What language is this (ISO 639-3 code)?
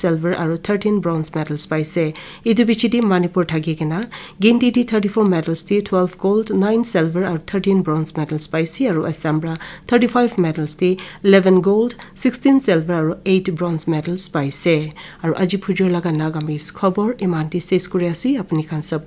trp